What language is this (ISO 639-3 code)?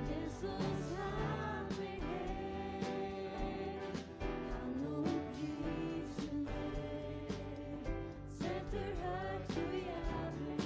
fao